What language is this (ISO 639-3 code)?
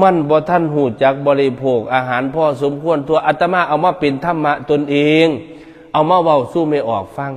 tts